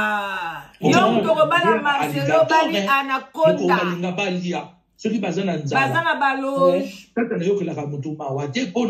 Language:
Lingala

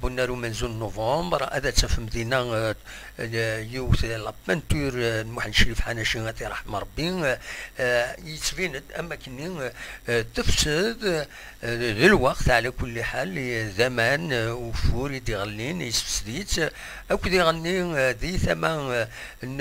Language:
Kabyle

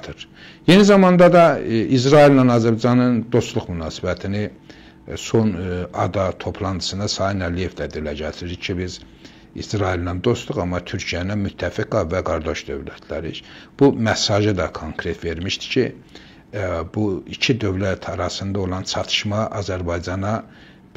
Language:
Azerbaijani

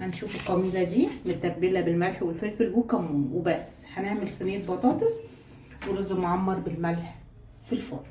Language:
Egyptian Arabic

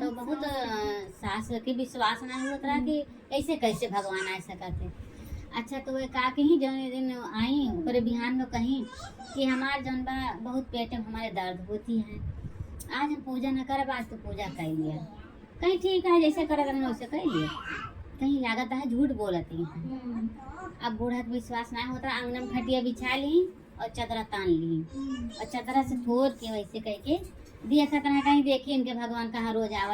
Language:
Awadhi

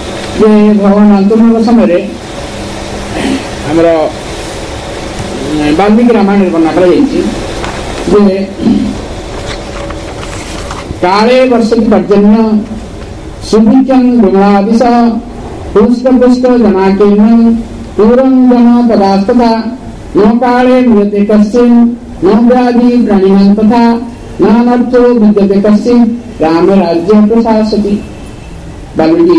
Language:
Odia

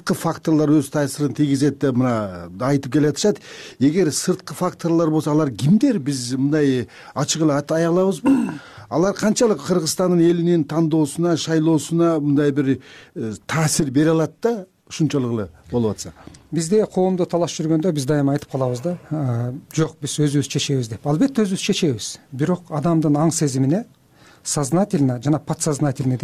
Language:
Kyrgyz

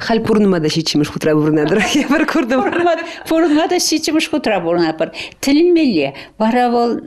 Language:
Chuvash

